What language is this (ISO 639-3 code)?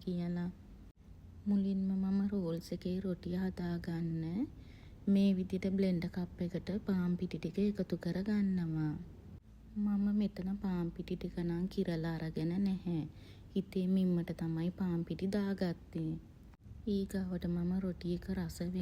sin